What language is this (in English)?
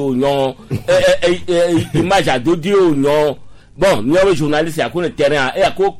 Gen